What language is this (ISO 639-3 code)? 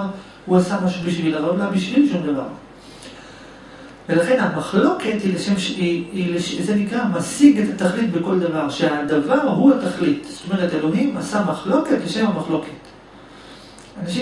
heb